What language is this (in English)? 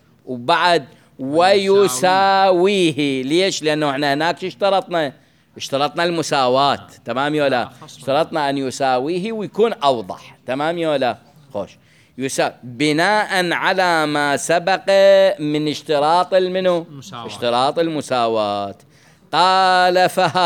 Mesopotamian Arabic